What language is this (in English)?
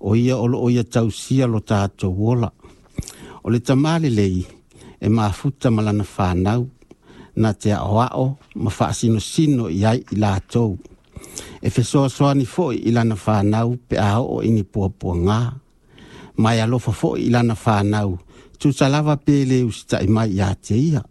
Samoan